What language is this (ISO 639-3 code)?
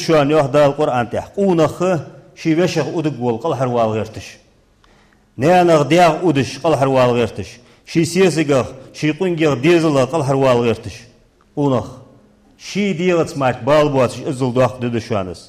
inh